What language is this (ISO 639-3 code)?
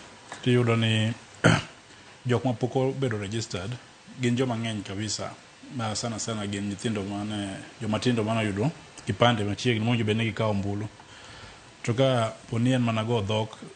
luo